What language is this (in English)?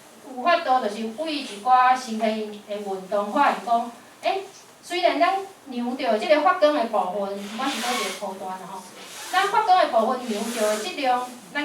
Min Nan Chinese